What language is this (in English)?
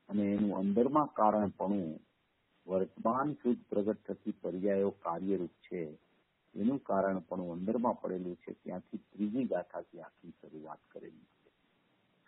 Gujarati